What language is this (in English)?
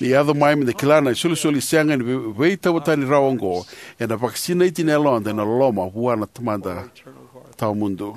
Fijian